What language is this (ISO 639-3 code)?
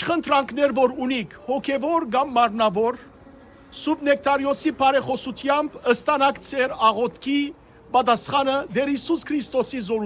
hyw